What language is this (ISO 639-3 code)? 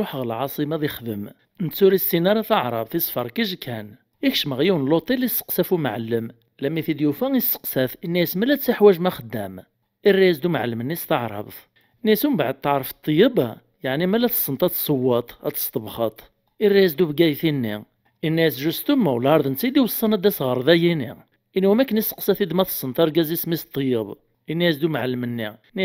kab